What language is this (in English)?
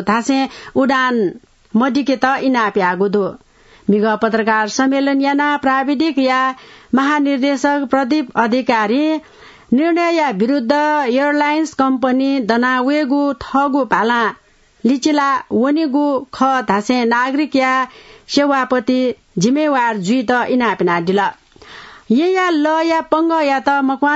Newari